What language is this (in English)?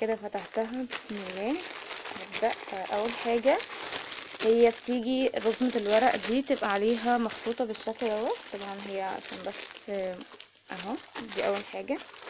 Egyptian Arabic